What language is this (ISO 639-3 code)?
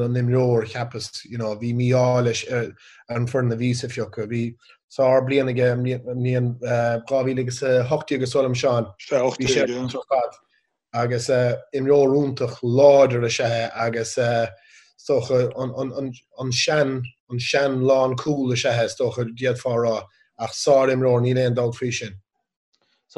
gle